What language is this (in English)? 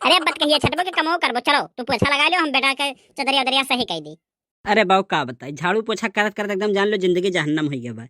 Awadhi